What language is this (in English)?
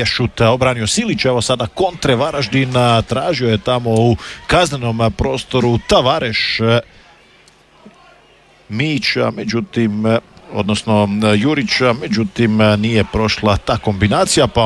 Croatian